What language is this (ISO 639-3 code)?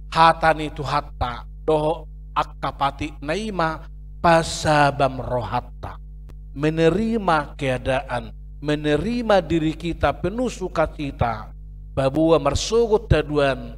bbc